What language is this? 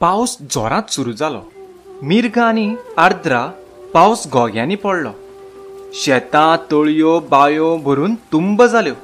Konkani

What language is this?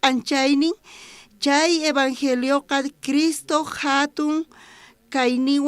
South Bolivian Quechua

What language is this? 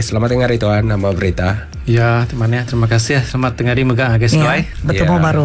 Iban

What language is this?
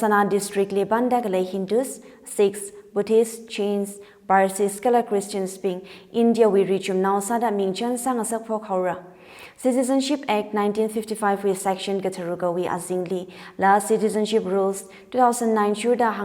Tangkhul Naga (India)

